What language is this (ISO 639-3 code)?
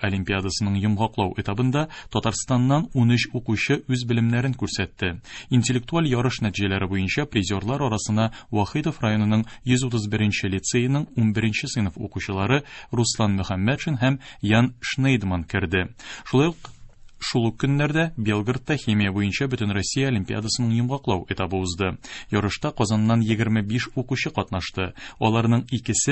tat